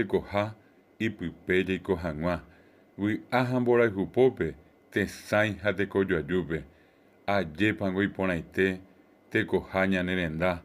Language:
Guarani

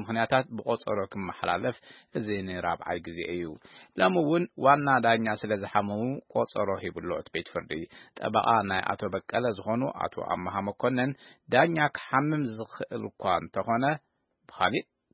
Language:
Tigrinya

